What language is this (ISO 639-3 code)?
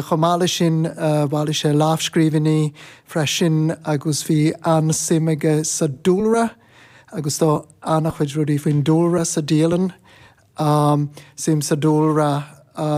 gle